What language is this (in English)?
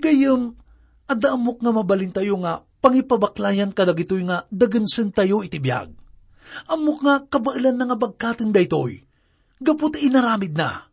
Iloko